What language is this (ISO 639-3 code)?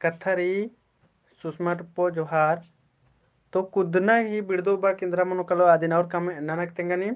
kru